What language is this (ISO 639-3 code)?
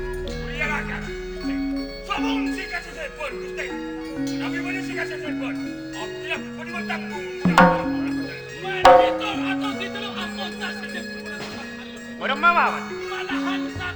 mad